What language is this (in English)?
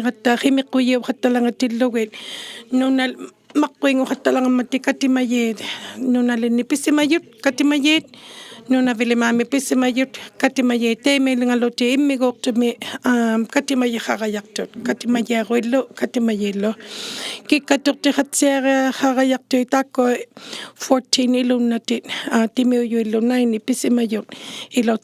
Inuktitut